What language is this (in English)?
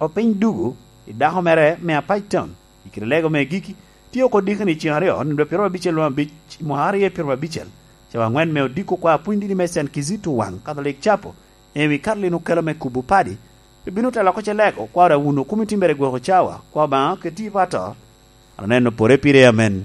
Lango (Uganda)